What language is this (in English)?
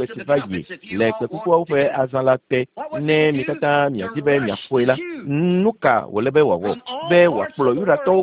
Ewe